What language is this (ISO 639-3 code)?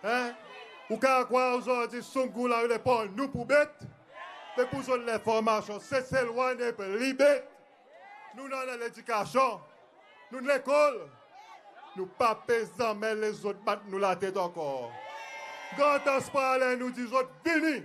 crs